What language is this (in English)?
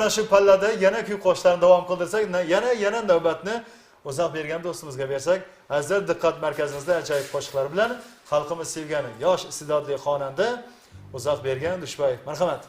Kara-Kalpak